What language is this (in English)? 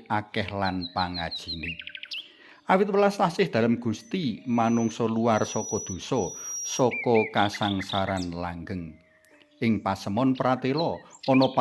Javanese